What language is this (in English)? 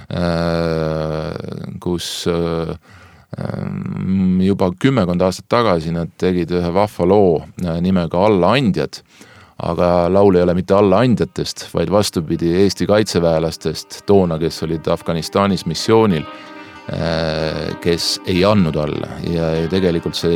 Estonian